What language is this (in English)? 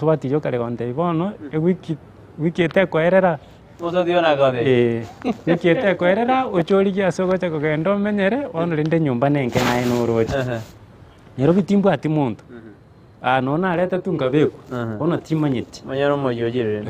Gusii